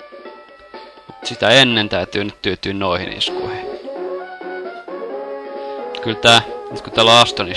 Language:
Finnish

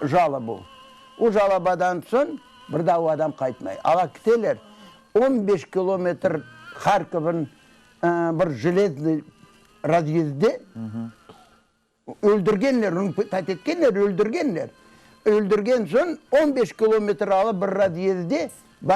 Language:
Crimean Tatar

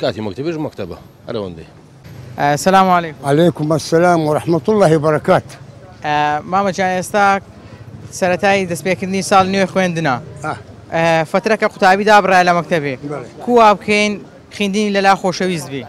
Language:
Central Kurdish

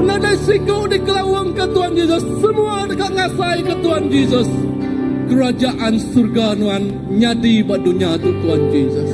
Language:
Iban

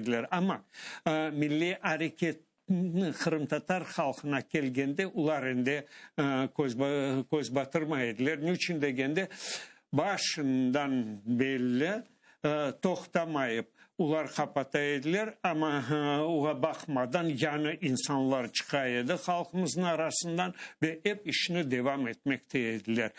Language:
Crimean Tatar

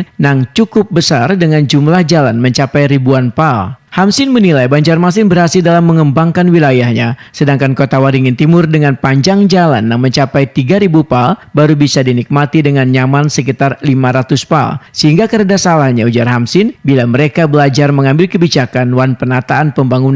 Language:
Banjar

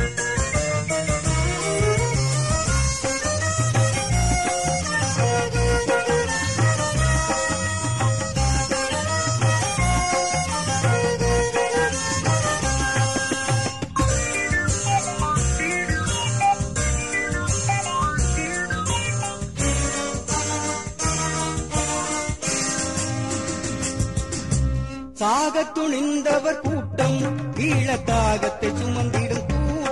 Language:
Tamil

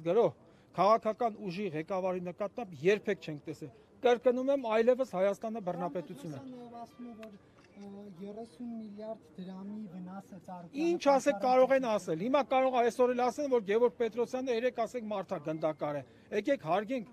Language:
Armenian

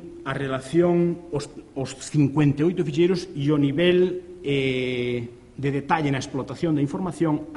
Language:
Galician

